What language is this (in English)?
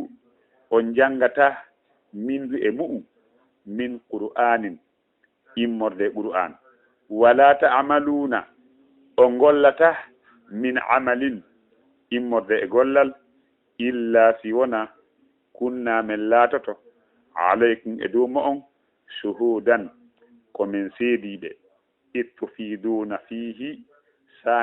Fula